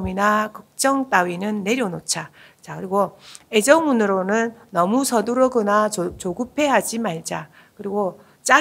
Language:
Korean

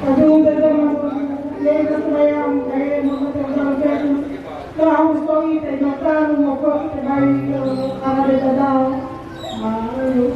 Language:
Nias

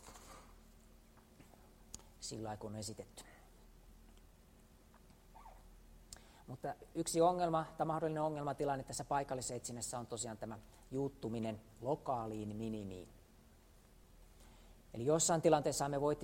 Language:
Finnish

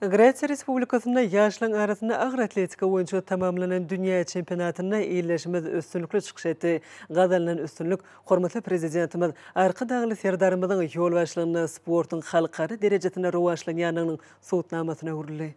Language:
Turkmen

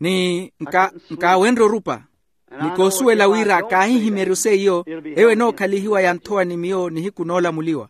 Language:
Makhuwa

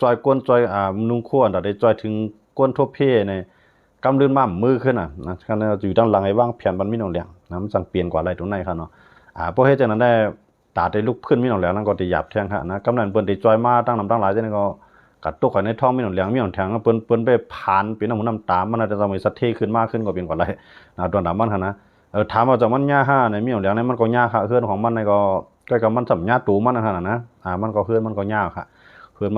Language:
Shan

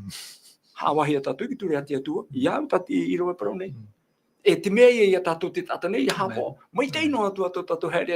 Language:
Tahitian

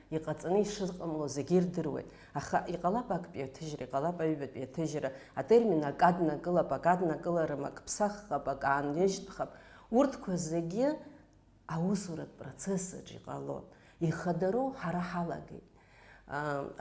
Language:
Abkhazian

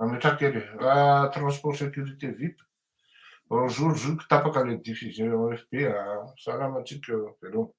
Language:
Malagasy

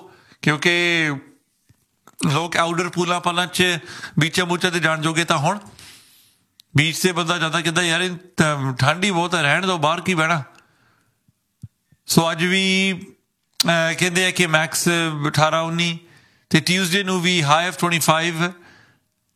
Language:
Punjabi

